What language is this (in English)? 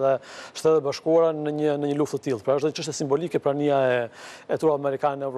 Albanian